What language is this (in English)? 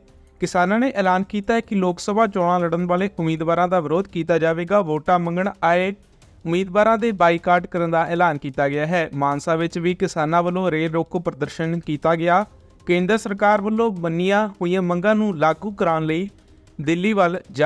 Punjabi